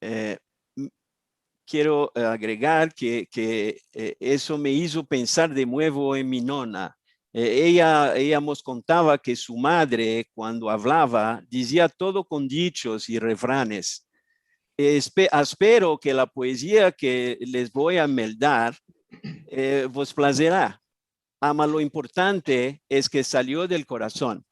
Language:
Ladino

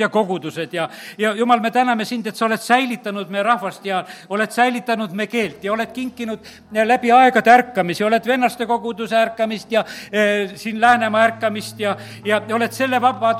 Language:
Estonian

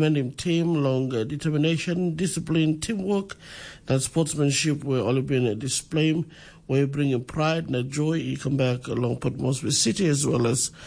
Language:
Tok Pisin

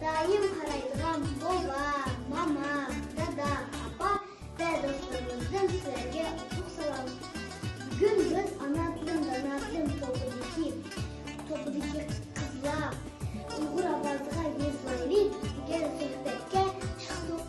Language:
Uyghur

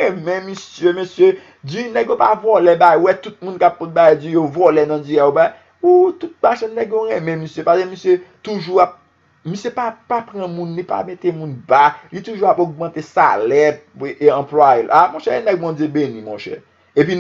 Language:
Haitian Creole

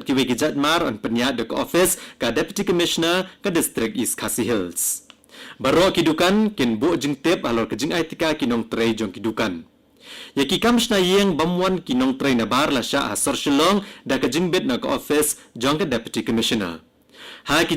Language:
Khasi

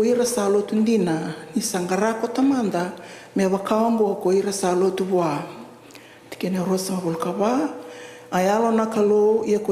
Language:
Fijian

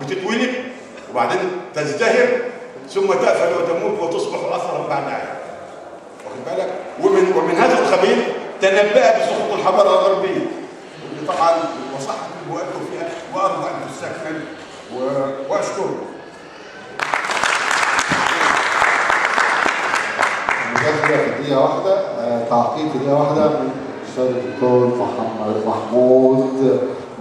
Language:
Egyptian Arabic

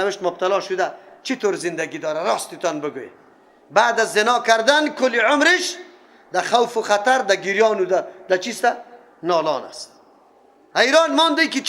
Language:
Persian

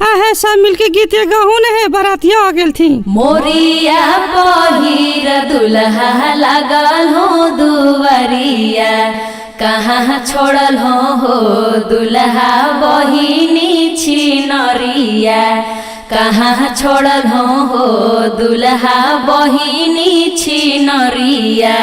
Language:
Magahi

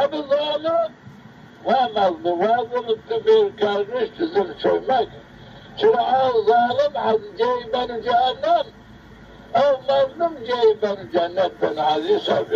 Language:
Zaza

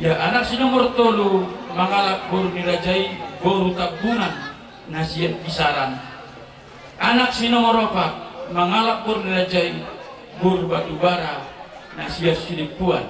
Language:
Batak Toba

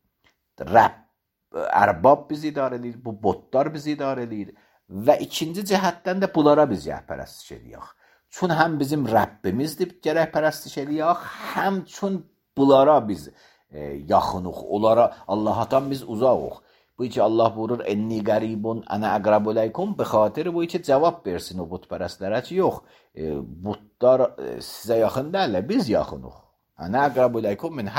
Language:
Azerbaijani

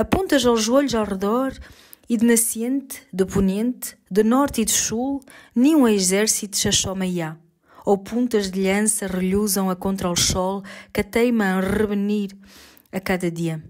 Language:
Mirandese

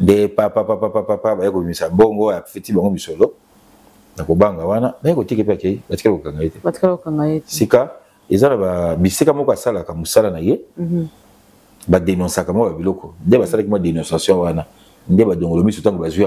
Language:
Lingala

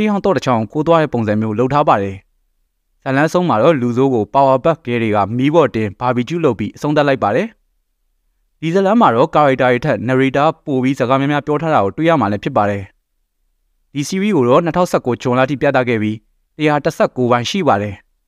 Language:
Burmese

